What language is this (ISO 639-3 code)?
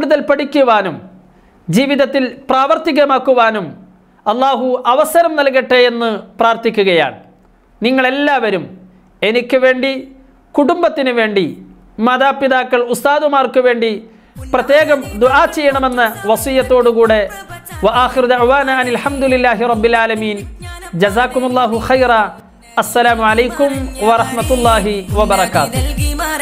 mal